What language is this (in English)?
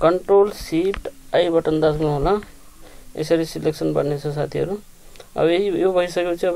Nepali